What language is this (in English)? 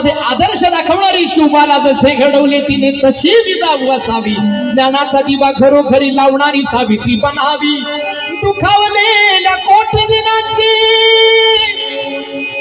Marathi